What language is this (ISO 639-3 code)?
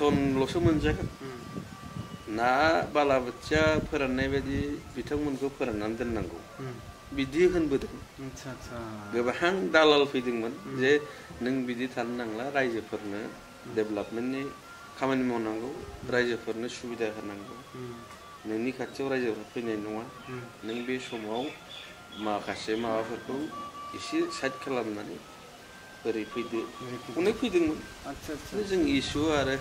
brx